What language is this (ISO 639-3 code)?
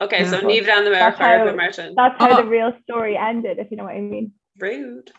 gle